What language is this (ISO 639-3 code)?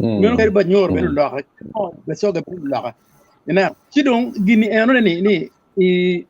ach